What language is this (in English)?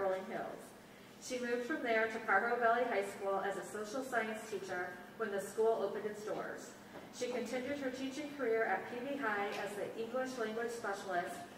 English